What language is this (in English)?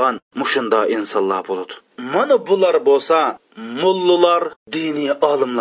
Uyghur